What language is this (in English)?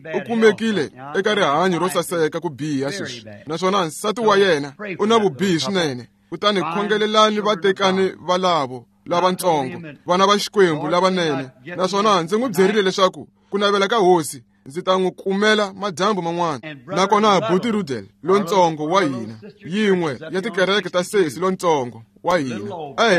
Tsonga